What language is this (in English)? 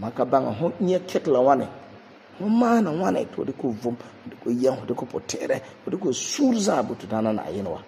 Frafra